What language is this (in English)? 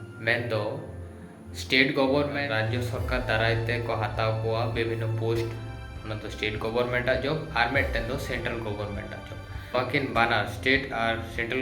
Santali